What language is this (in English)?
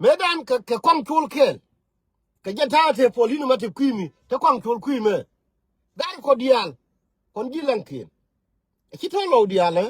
Nuer